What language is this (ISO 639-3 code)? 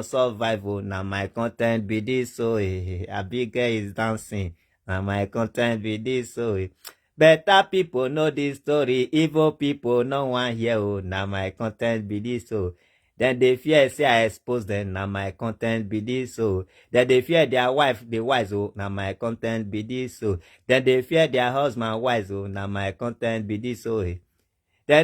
pcm